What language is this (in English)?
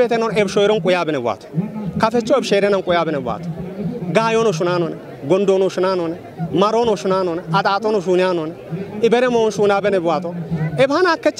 Kafa